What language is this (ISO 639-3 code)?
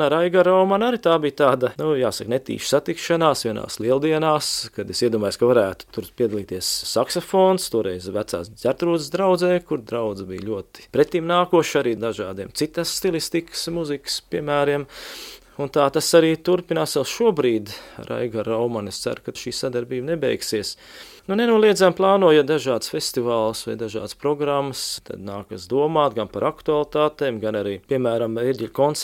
lav